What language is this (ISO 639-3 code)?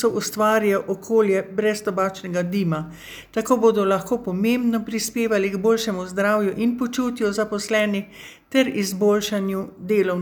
slv